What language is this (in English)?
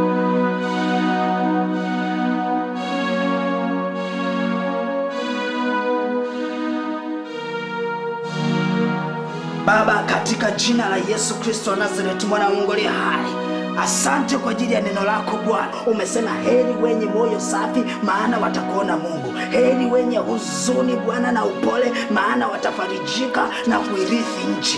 Swahili